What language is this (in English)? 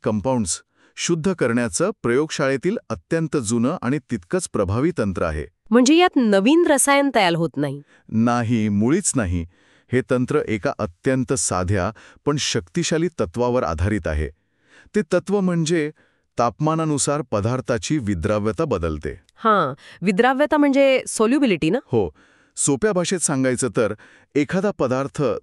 Marathi